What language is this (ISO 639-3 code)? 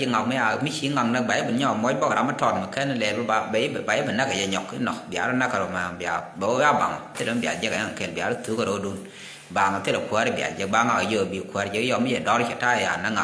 nus